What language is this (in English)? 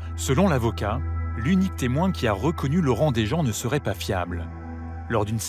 French